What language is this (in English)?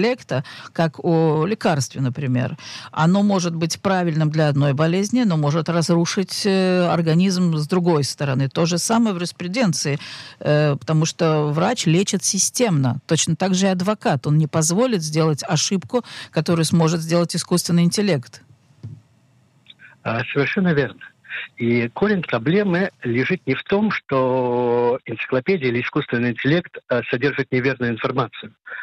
Russian